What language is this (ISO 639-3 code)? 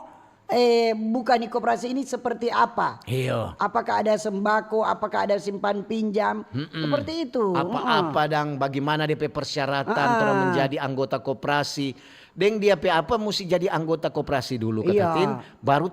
xmm